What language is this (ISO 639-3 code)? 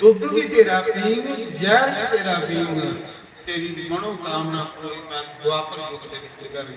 doi